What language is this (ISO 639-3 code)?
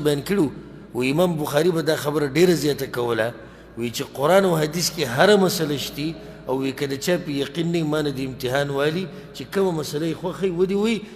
pus